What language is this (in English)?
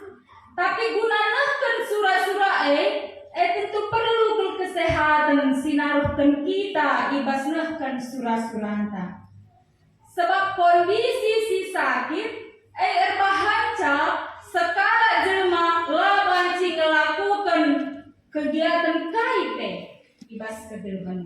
Batak Karo